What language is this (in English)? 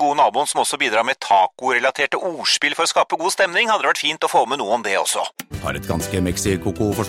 Norwegian